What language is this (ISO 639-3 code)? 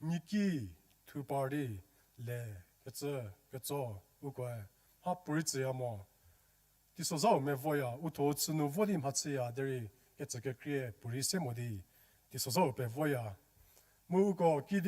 njm